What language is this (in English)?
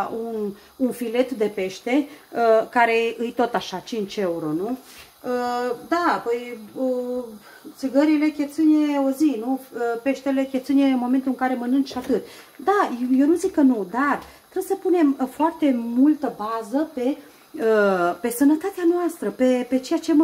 Romanian